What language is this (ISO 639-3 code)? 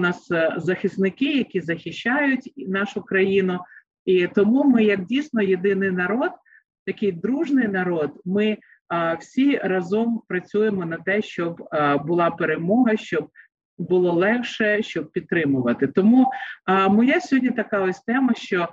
ukr